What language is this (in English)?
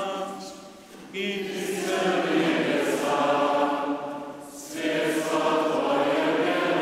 Upper Sorbian